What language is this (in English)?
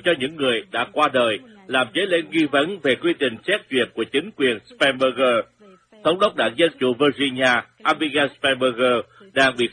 Vietnamese